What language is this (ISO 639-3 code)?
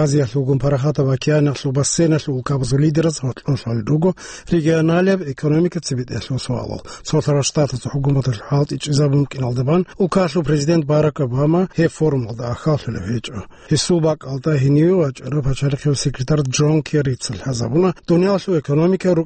ava